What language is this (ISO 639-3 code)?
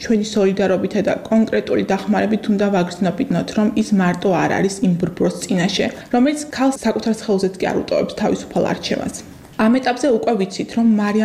kat